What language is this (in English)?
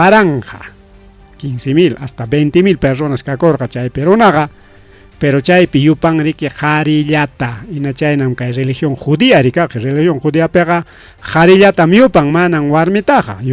Ayacucho Quechua